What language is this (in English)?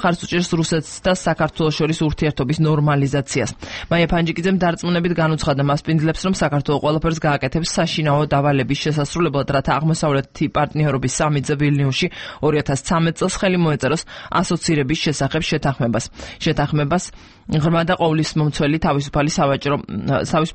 Georgian